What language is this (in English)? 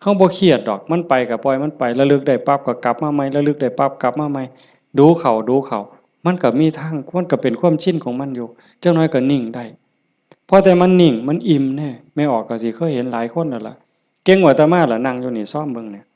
Northeastern Thai